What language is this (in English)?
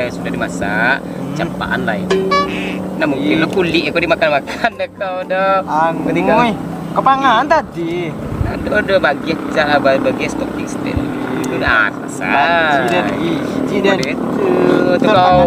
Minangkabau